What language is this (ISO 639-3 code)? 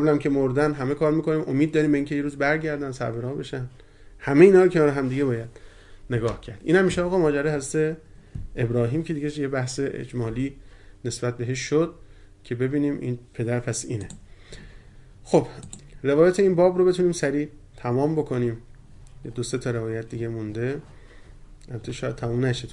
fas